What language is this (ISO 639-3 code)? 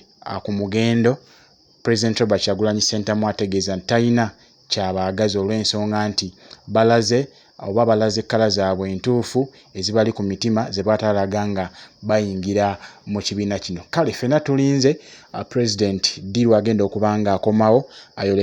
lug